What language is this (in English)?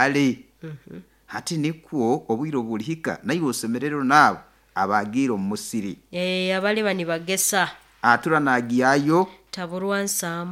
Nyoro